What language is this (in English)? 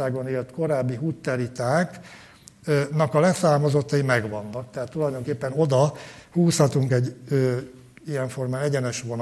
Hungarian